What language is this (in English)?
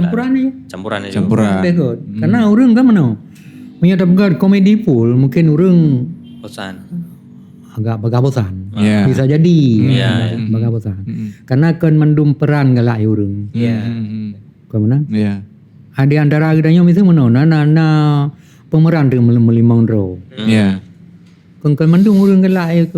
Achinese